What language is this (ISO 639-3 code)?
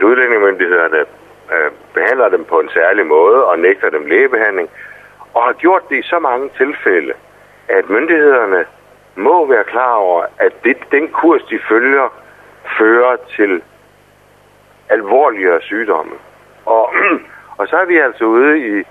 dan